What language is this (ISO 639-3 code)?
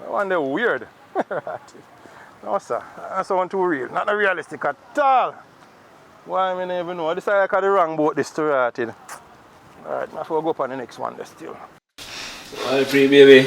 jam